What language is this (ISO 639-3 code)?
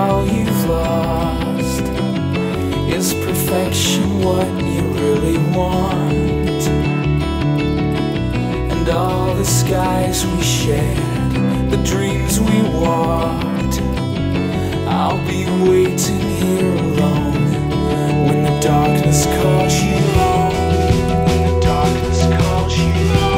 eng